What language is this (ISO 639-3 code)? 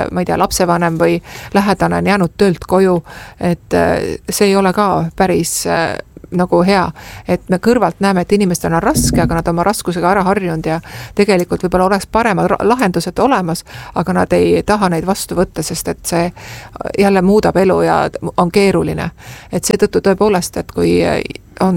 est